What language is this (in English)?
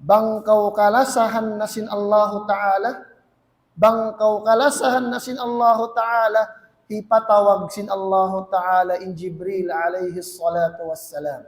Tausug